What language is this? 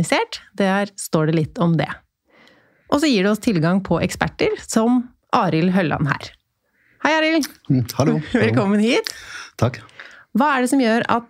Norwegian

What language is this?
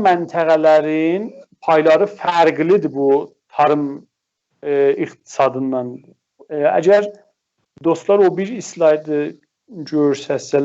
South Azerbaijani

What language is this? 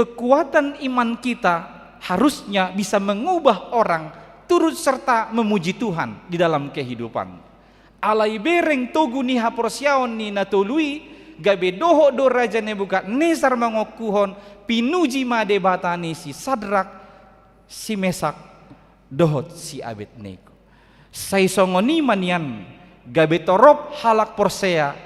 Batak Toba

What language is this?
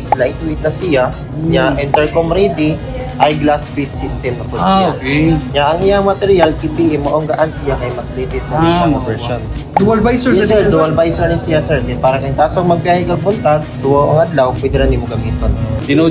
Cebuano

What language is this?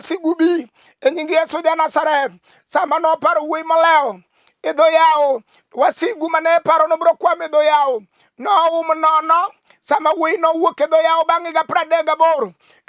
Luo (Kenya and Tanzania)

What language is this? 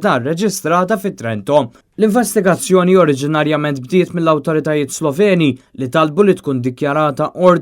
Maltese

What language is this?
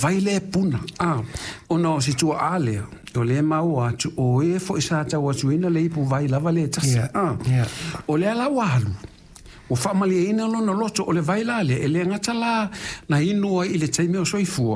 Samoan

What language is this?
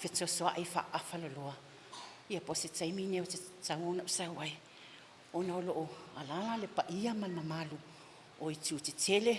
Samoan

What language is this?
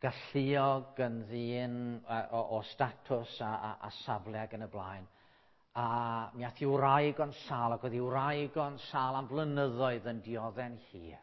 Welsh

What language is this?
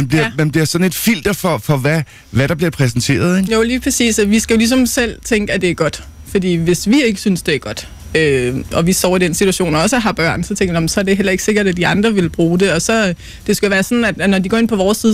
Danish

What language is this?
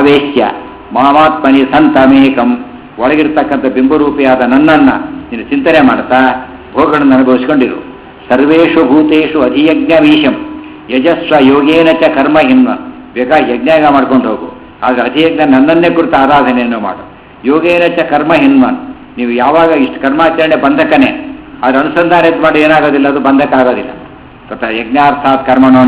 Kannada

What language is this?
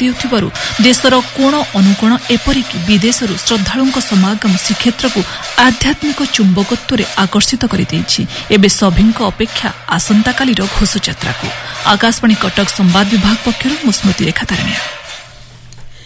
Odia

